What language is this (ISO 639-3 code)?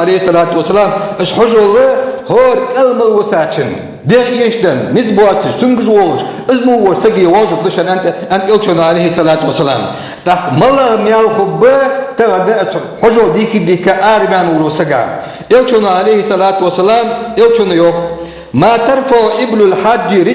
inh